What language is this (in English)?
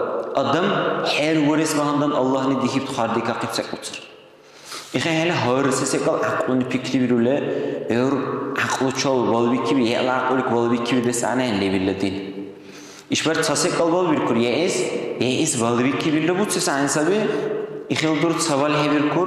Dargwa